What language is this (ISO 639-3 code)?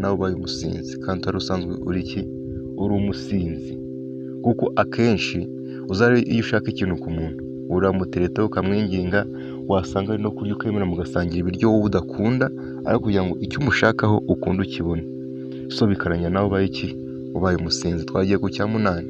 kin